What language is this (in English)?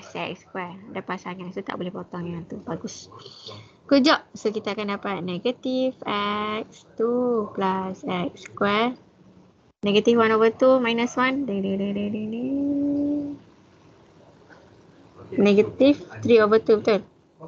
Malay